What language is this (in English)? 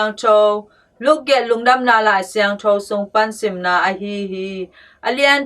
Tedim Chin